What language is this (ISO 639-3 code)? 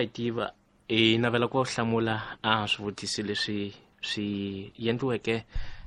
tso